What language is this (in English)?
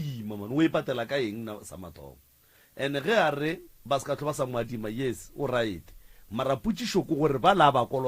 Northern Sotho